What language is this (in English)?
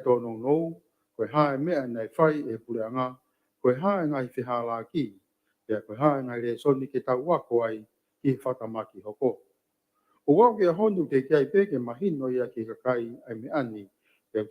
Tongan